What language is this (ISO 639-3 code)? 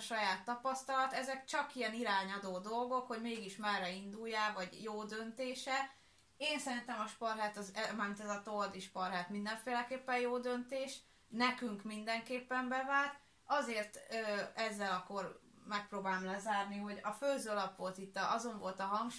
hun